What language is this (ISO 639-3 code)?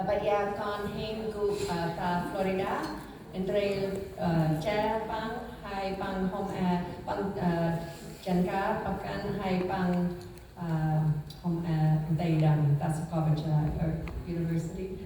cmo